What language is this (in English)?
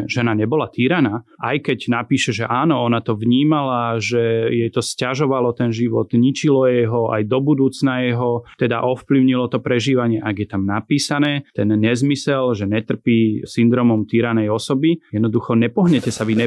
Slovak